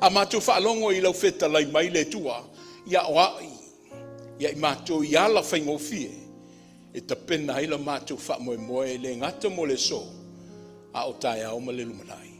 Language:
Samoan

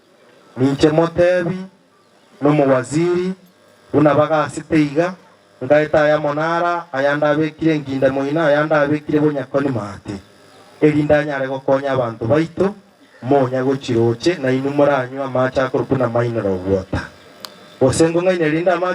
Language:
Gusii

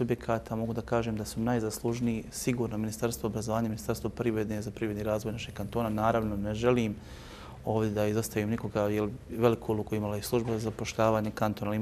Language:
Bosnian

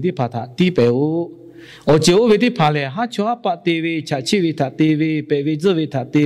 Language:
Lahu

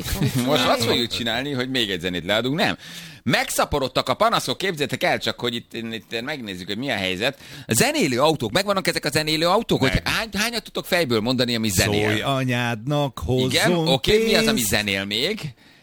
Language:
Hungarian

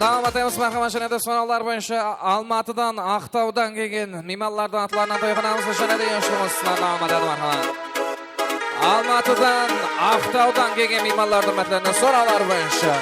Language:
Kara-Kalpak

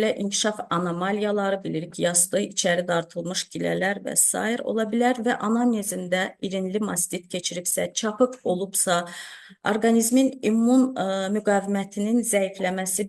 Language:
Azerbaijani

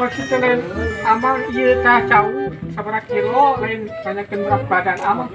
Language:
Sundanese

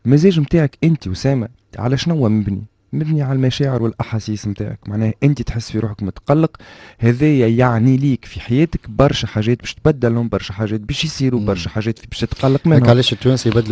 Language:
Tunisian Arabic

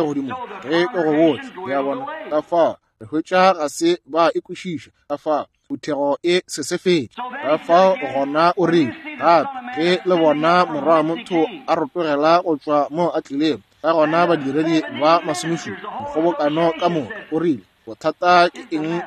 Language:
Northern Sotho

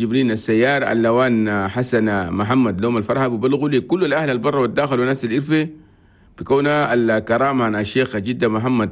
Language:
Chadian Arabic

